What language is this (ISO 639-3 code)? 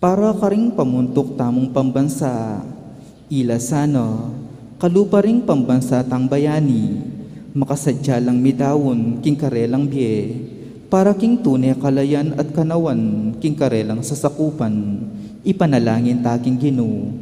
pam